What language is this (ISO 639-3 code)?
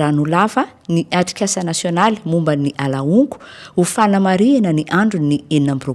mlg